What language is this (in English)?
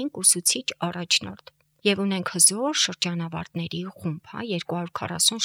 Armenian